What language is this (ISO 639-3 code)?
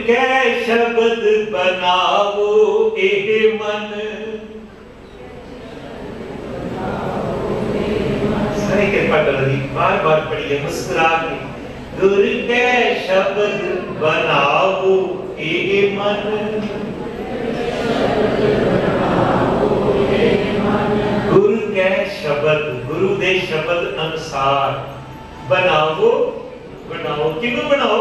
pan